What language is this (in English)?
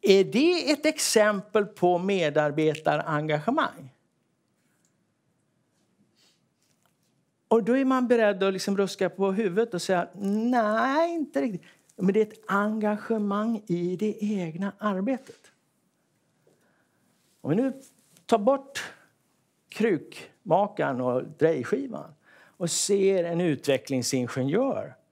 Swedish